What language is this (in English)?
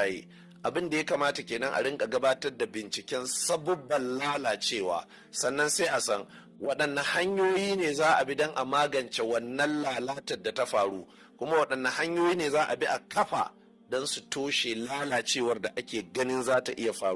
Hausa